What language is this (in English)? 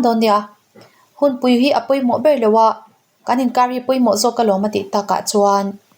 Mizo